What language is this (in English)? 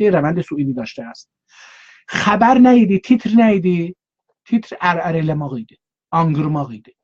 South Azerbaijani